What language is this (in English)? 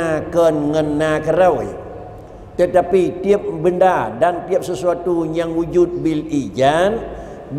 Achinese